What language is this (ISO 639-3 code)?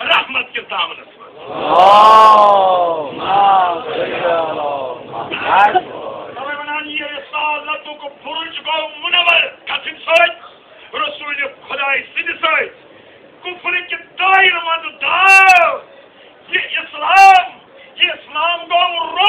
kas